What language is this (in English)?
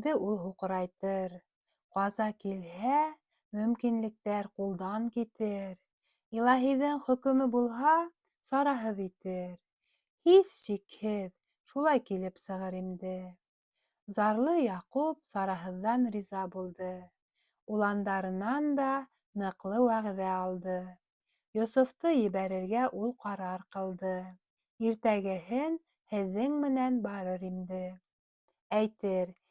Bashkir